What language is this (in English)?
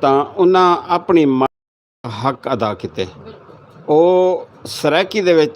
Saraiki